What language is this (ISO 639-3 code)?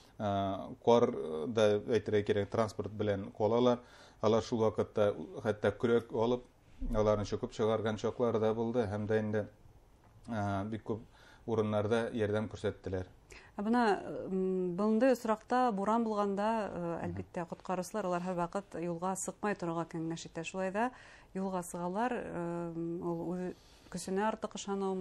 bak